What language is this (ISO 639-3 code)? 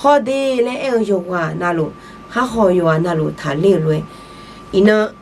ahk